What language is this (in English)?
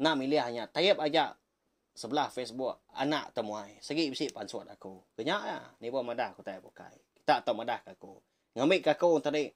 Iban